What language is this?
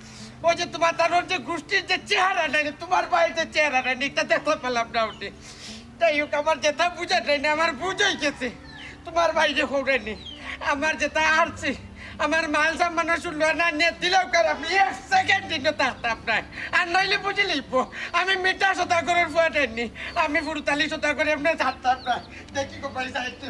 Sylheti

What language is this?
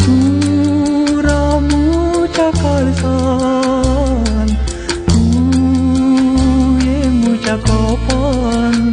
Konkani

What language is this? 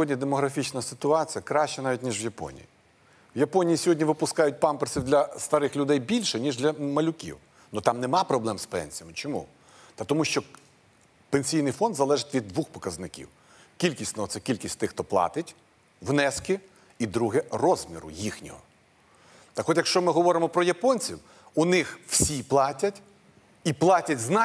Ukrainian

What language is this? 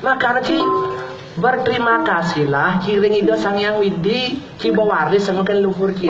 Balinese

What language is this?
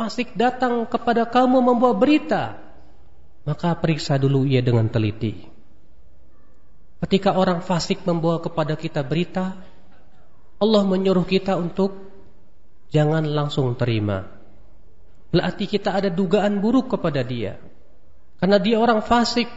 Indonesian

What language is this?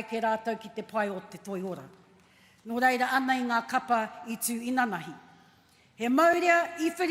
Māori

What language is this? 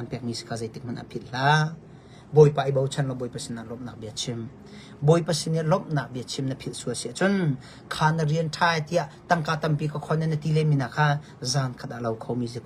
Hakha Chin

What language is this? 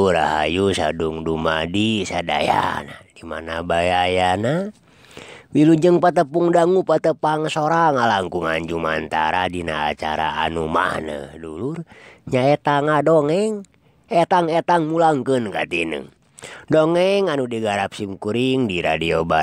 Sundanese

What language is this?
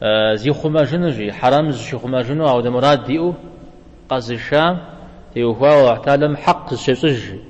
Kabardian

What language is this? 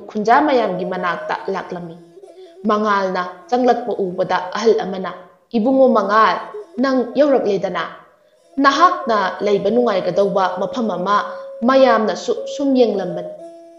Manipuri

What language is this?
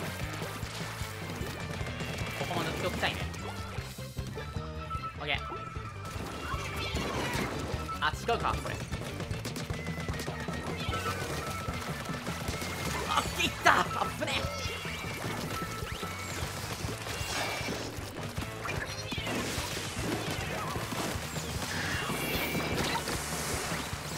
Japanese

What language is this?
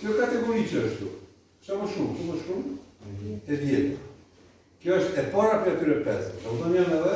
Albanian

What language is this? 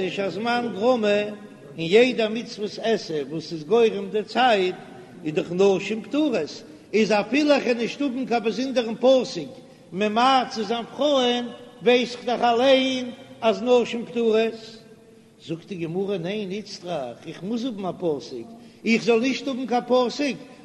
Yiddish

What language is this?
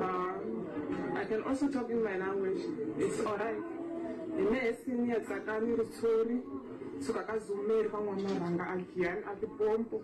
Tsonga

